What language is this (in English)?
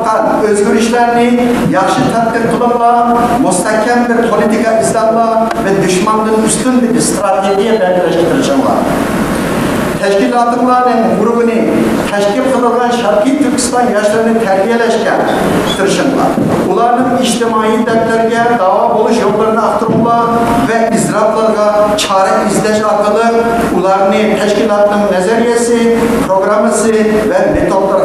Uyghur